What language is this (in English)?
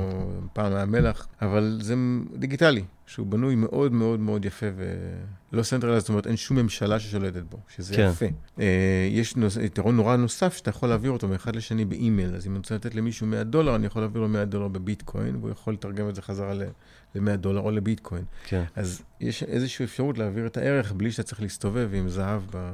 Hebrew